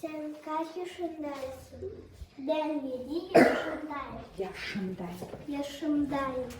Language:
Gagauz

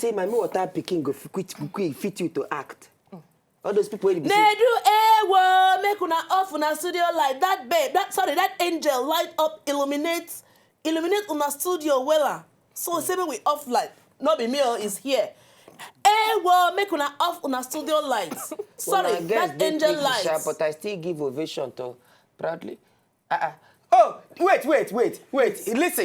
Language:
Nigerian Pidgin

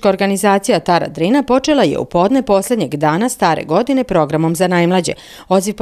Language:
Serbian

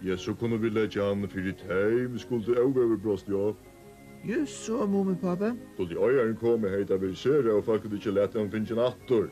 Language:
Faroese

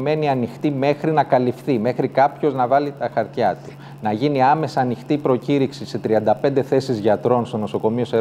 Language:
Greek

